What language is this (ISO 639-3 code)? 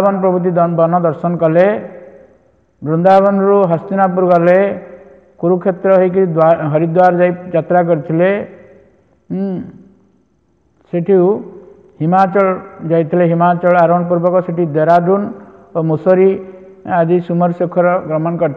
ori